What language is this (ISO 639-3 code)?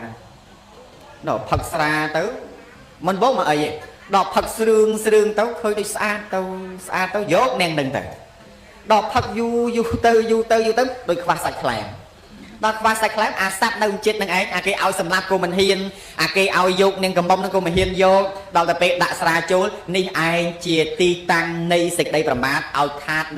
khm